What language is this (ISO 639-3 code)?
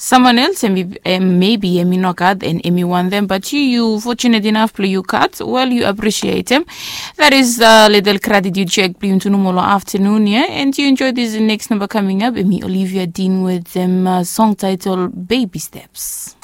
bis